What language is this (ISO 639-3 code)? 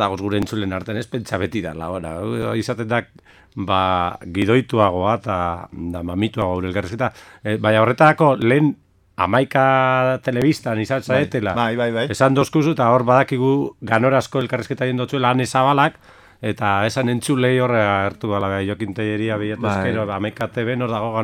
eus